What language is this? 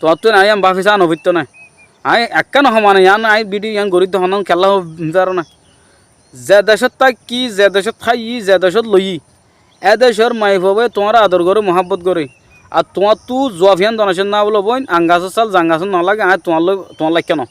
Rohingya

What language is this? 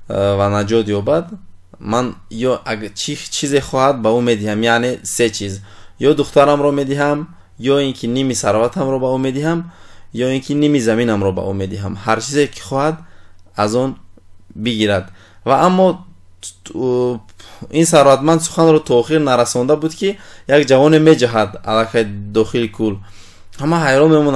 Tajik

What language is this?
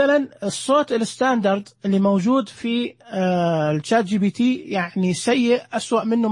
Najdi Arabic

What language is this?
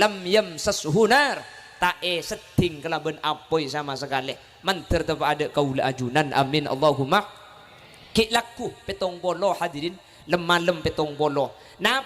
Madurese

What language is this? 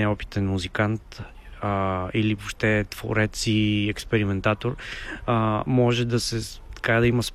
Bulgarian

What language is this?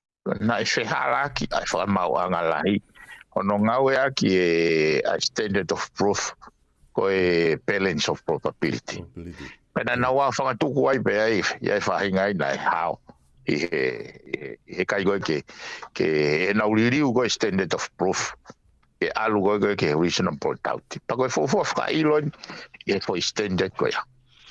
Tongan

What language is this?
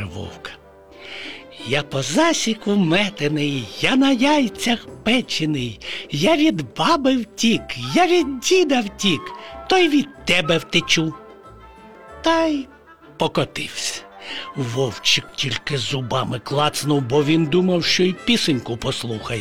Ukrainian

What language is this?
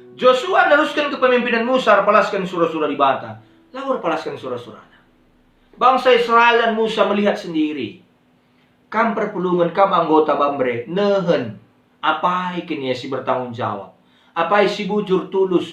Batak Karo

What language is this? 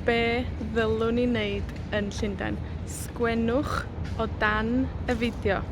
Welsh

